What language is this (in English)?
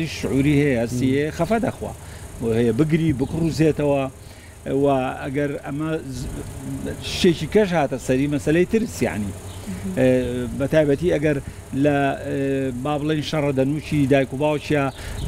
Central Kurdish